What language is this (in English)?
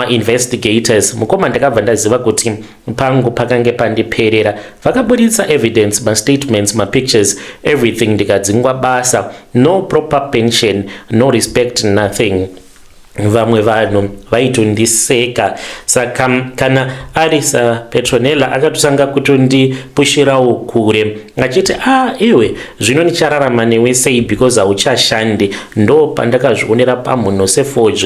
Shona